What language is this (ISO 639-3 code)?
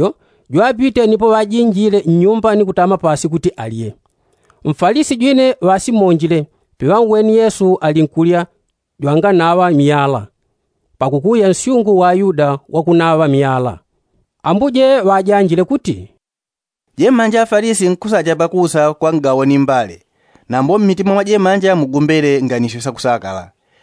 yao